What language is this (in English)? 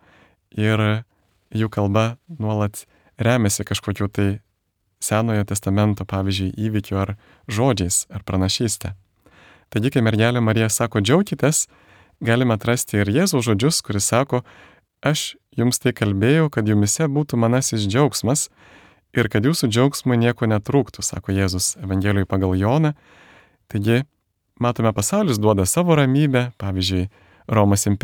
Lithuanian